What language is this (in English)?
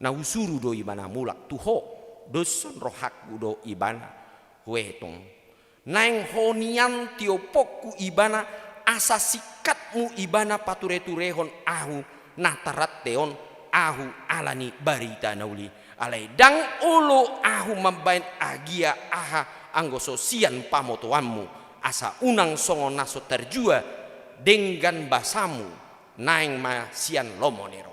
Batak Toba